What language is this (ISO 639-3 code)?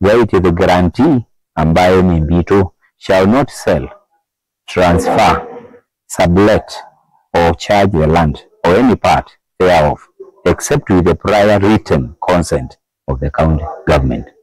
kam